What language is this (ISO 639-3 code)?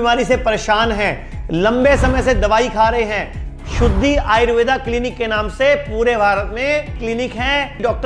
hin